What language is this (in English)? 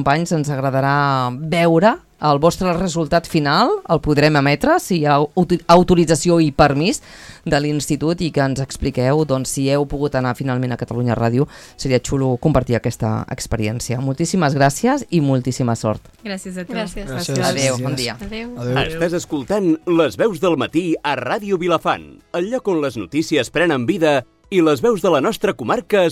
Catalan